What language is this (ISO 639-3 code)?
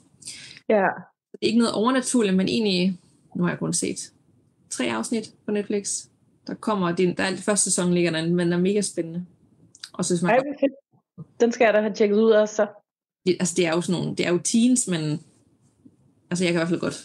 dan